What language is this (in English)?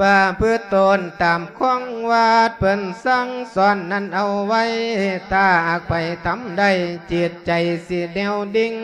Lao